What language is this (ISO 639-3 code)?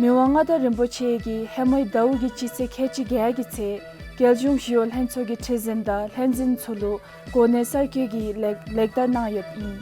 dzo